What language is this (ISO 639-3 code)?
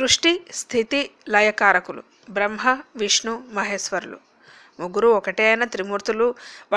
tel